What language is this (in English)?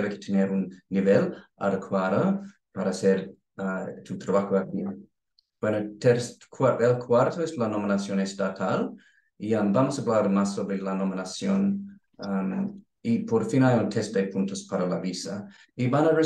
Spanish